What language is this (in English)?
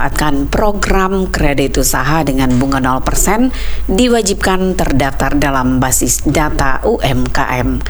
Indonesian